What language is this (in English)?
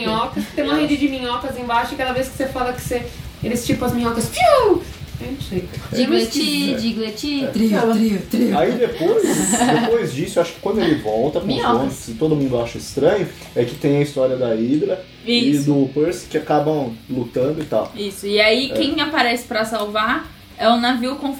Portuguese